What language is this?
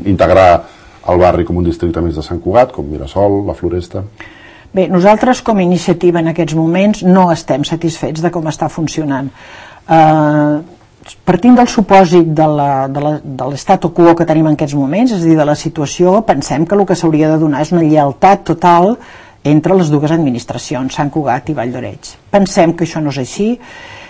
Catalan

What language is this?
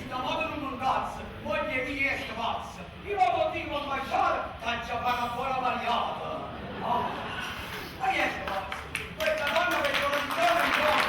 Neapolitan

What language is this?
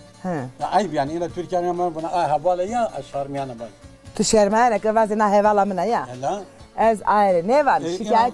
Zaza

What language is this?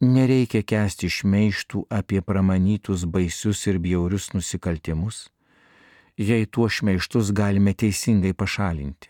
Lithuanian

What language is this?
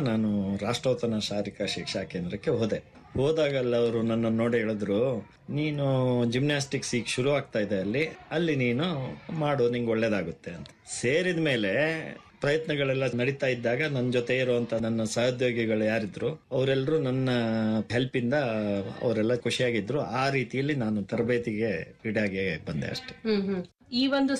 Kannada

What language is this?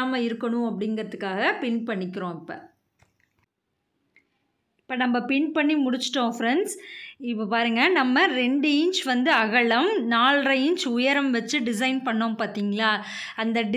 Tamil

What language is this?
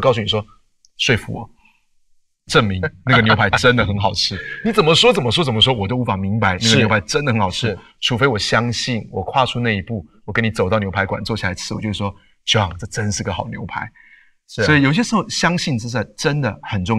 Chinese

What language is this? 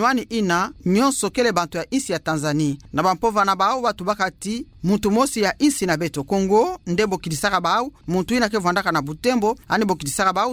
Kituba (Democratic Republic of Congo)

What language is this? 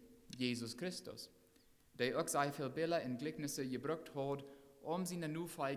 Plautdietsch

